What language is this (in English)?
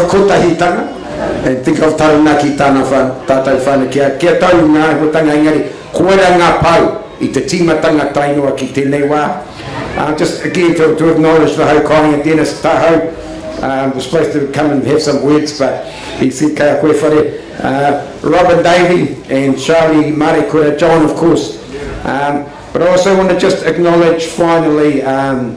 Māori